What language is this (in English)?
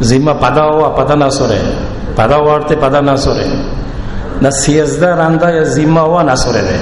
Baluchi